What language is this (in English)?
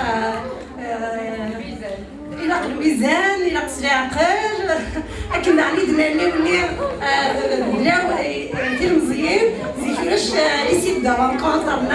Kabyle